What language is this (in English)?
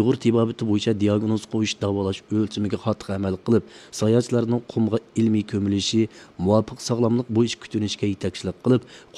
Uyghur